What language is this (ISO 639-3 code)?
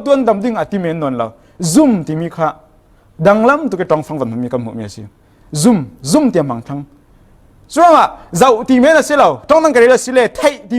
cfm